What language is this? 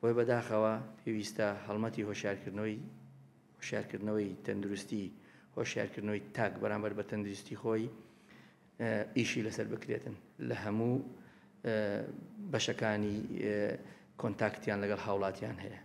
Central Kurdish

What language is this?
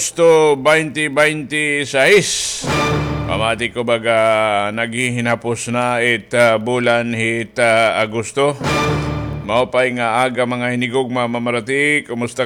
Waray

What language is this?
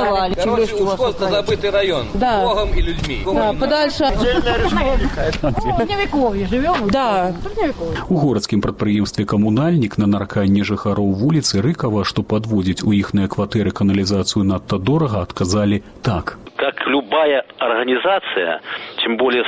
Belarusian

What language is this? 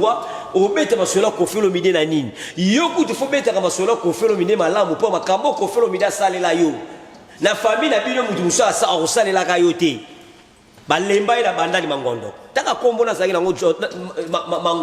Lingala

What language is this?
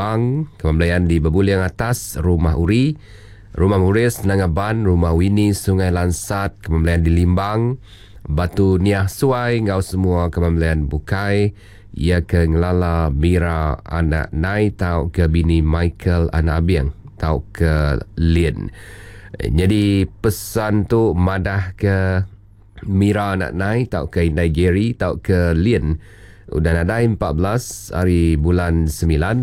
Iban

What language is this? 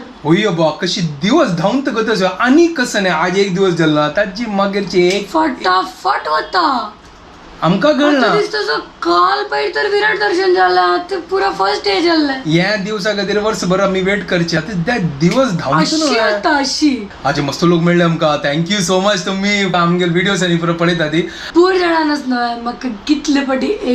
Konkani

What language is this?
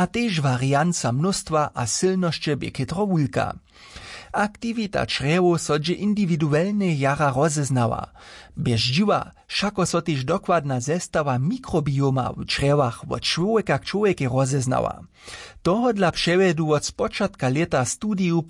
Upper Sorbian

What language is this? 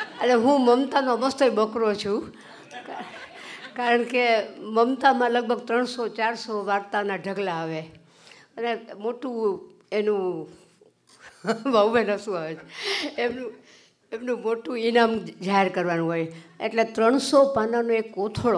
Gujarati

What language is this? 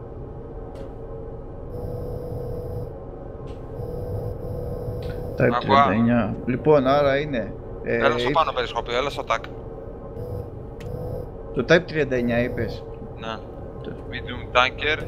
Greek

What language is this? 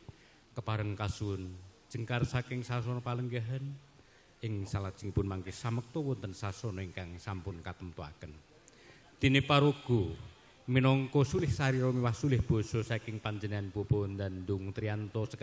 Javanese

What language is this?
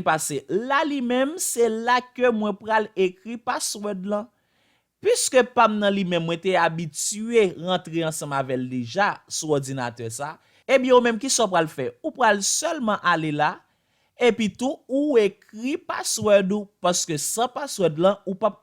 Haitian Creole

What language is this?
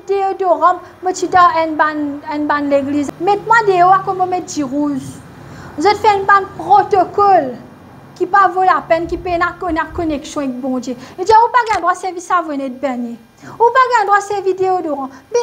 Morisyen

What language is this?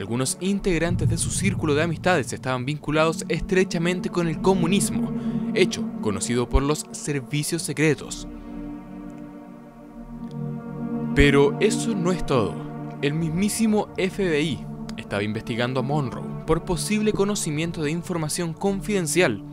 Spanish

